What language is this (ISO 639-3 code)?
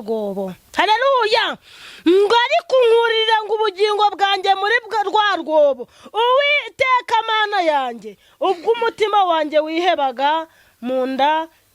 kin